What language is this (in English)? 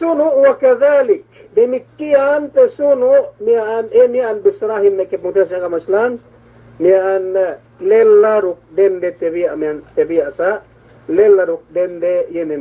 Yakan